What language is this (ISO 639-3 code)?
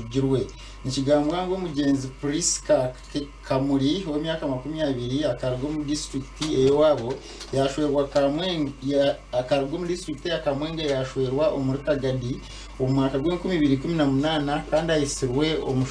nyn